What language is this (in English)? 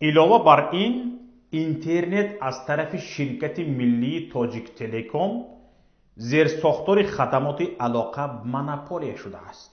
Tajik